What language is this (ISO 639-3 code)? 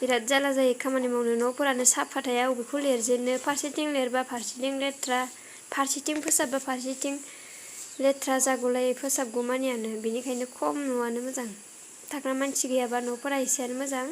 brx